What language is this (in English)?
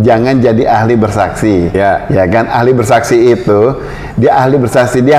Indonesian